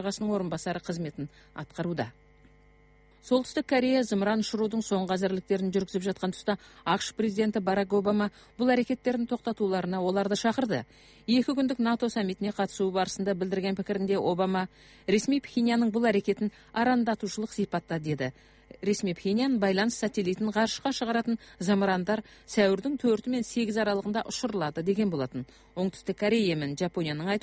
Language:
Kazakh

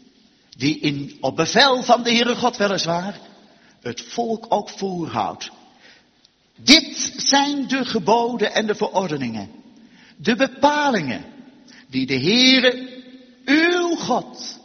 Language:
Dutch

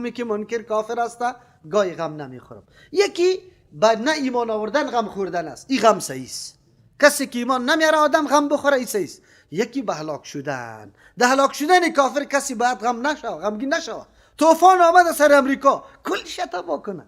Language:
Persian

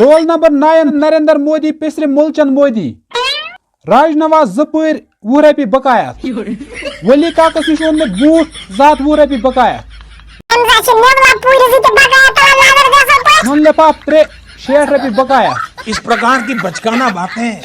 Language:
Kashmiri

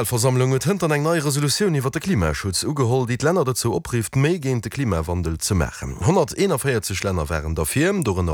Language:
Luxembourgish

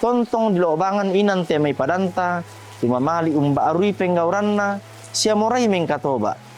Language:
Toraja-Sa'dan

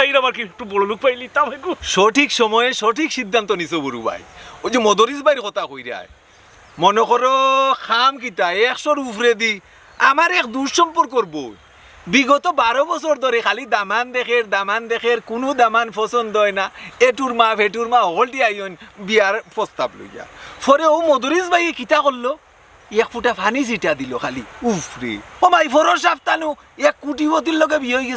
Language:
Sylheti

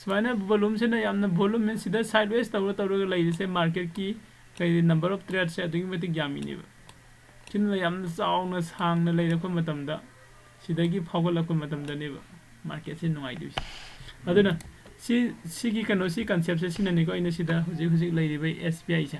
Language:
Manipuri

